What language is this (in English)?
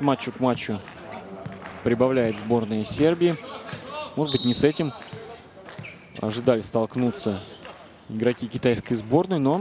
Russian